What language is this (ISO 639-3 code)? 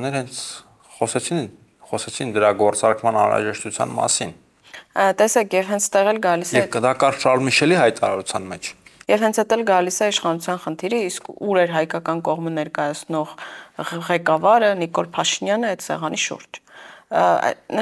hye